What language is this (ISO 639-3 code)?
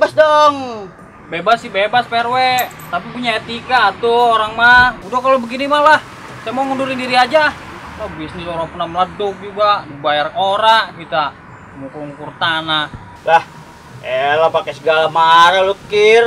bew